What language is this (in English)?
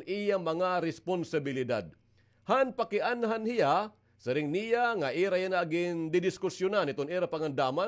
Waray